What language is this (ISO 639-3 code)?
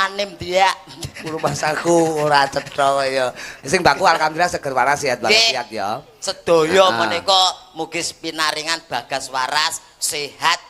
jav